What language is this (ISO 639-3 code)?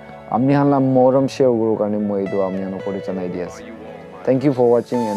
nag